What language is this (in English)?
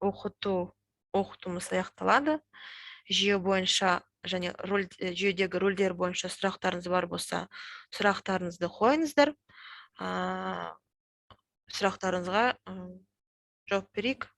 Kazakh